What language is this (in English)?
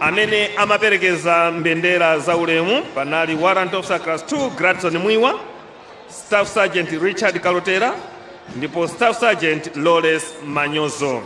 Nyanja